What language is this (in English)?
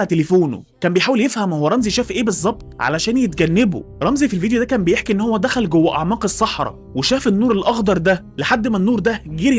Egyptian Arabic